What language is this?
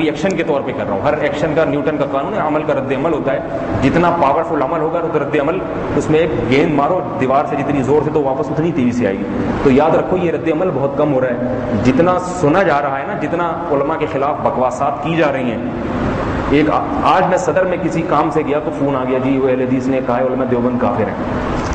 Urdu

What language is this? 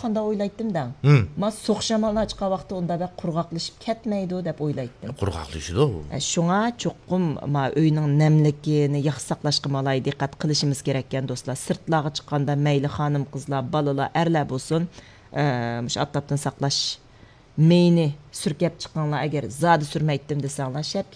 Uyghur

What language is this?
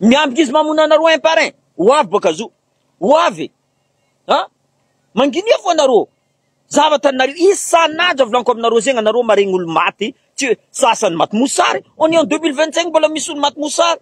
Malagasy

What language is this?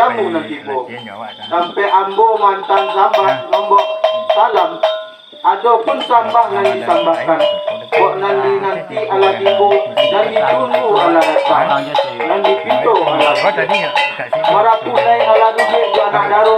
Minangkabau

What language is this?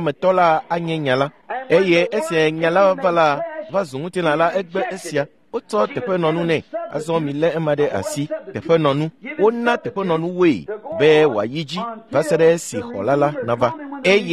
Ewe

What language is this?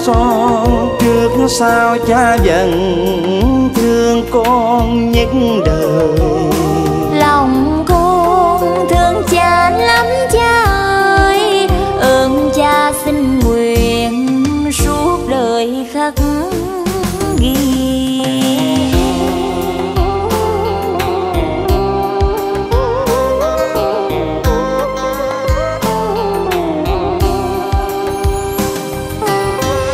Vietnamese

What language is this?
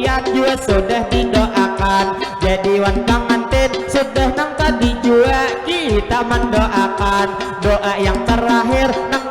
Banjar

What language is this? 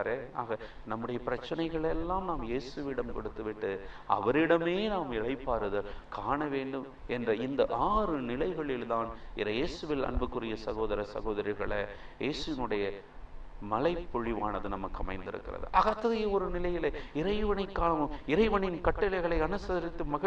Tamil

